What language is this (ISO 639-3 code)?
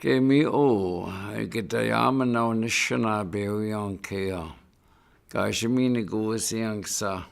ciw